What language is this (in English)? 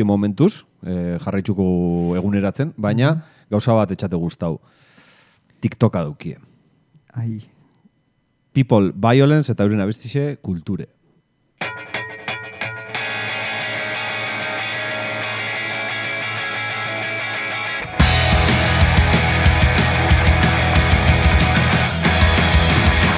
Basque